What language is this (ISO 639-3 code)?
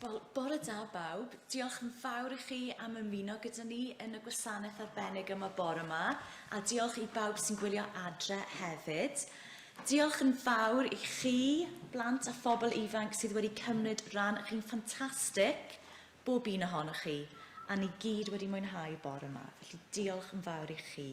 cym